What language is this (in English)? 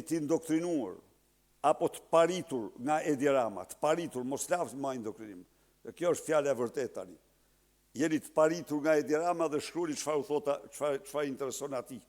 Albanian